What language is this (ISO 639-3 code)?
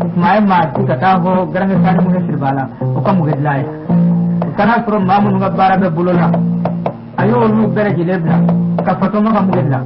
bam